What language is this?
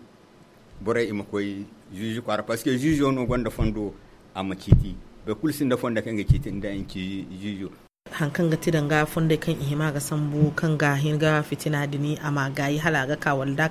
Zarma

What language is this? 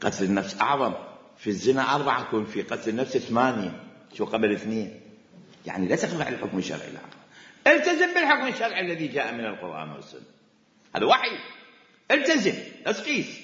Mesopotamian Arabic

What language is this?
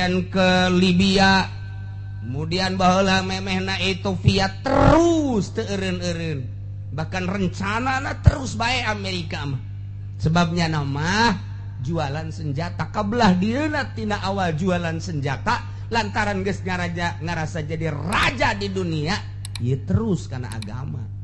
Sundanese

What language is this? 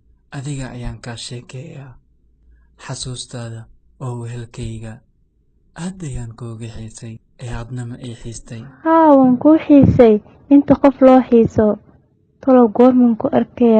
Somali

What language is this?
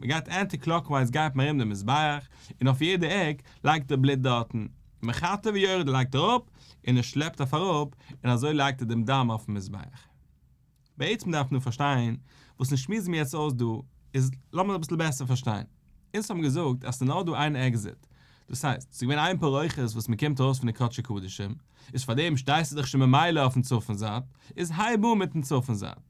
Yiddish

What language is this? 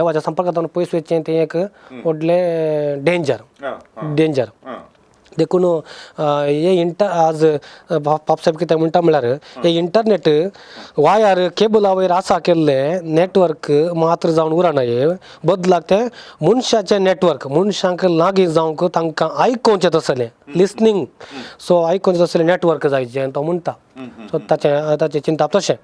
Konkani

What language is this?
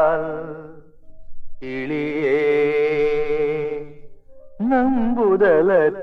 Tamil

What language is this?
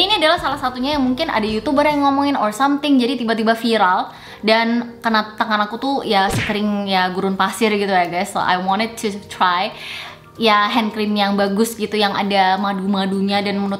Indonesian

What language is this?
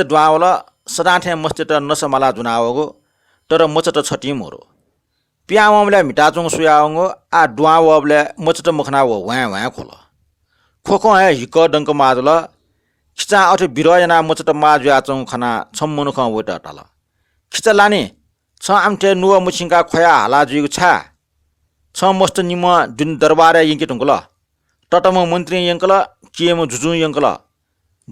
Newari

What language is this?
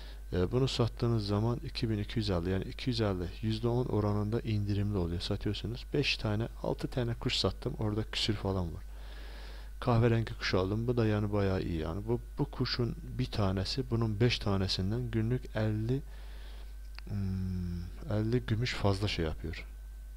Turkish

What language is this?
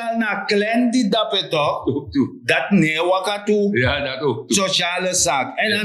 Sranan Tongo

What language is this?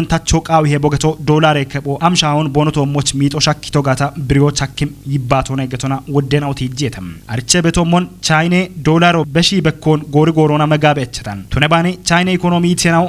Kafa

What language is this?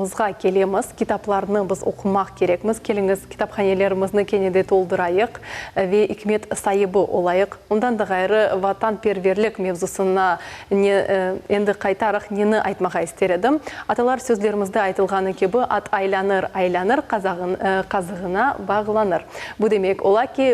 Crimean Tatar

